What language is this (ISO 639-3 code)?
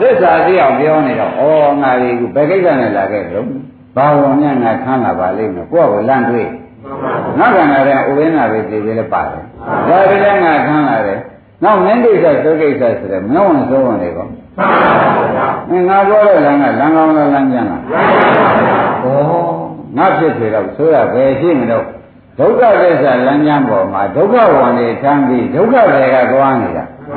mya